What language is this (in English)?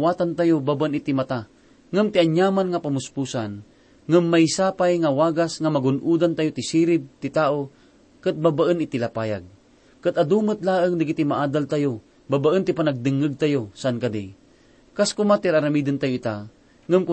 Iloko